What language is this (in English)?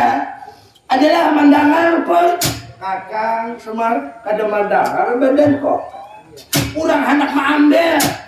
Banjar